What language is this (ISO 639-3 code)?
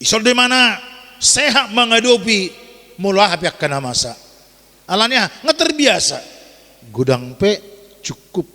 bbc